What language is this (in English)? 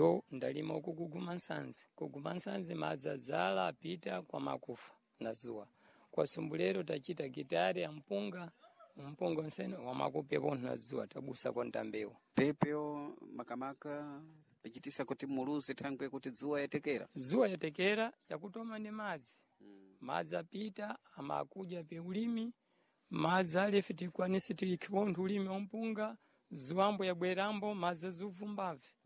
Sena